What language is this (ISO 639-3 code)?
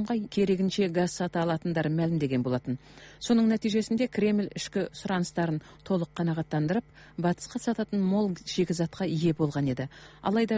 kaz